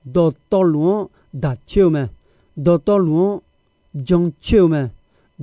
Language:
Akha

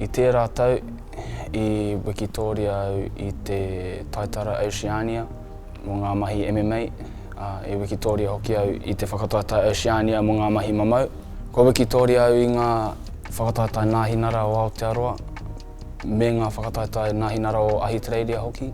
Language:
Māori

